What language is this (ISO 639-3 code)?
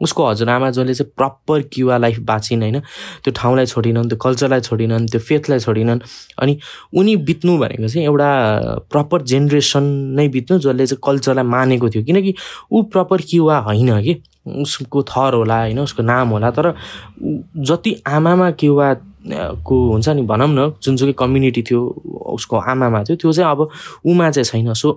nep